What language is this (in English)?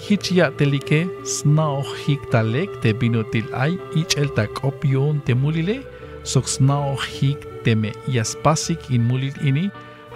Tzeltal